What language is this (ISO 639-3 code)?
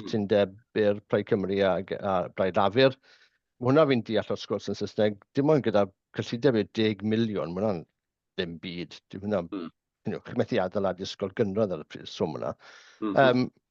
cym